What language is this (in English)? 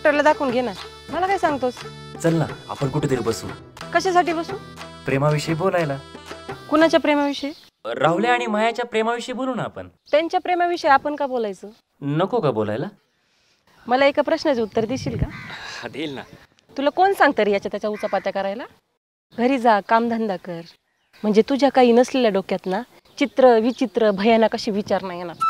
Marathi